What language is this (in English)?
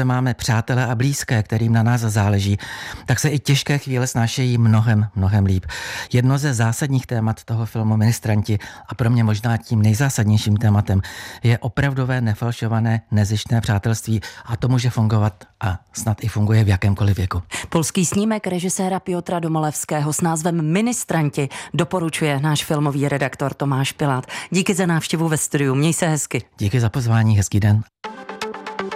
Czech